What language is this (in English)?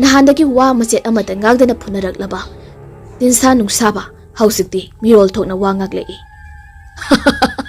Manipuri